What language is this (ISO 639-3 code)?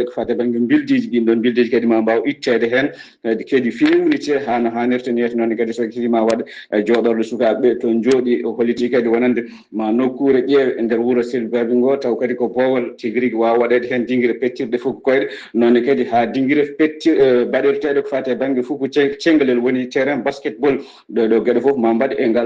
ful